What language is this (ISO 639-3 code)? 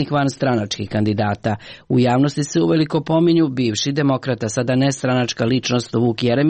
srp